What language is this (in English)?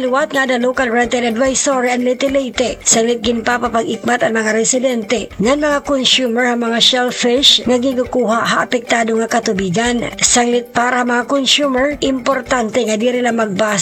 Waray